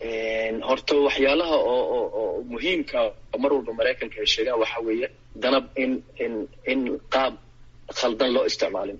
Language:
Somali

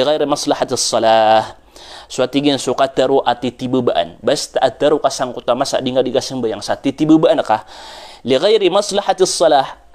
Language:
Maranao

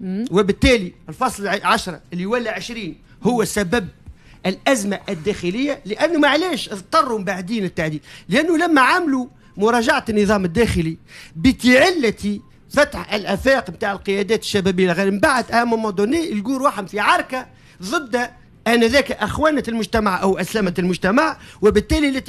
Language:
Tunisian Arabic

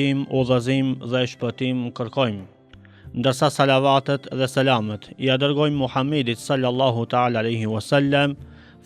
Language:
Albanian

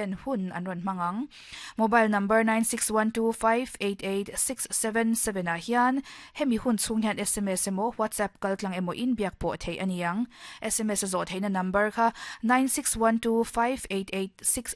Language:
Mizo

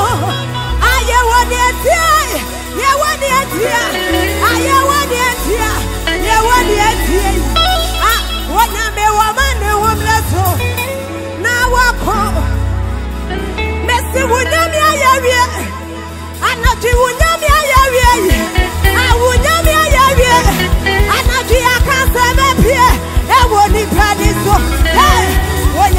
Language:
English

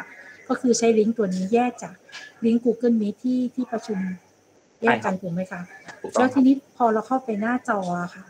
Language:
Thai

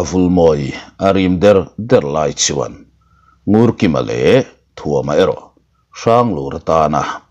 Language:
Mizo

